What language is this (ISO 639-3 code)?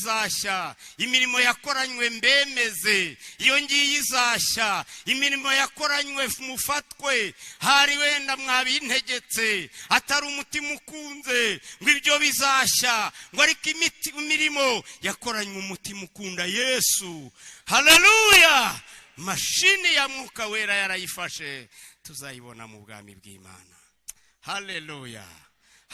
kin